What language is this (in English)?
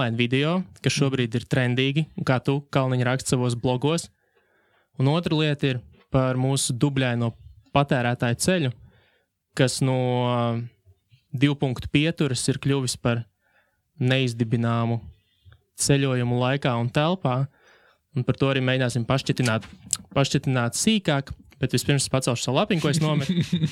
Latvian